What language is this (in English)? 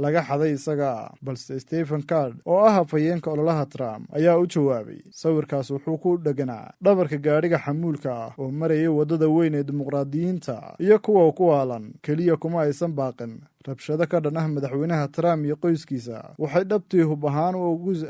Somali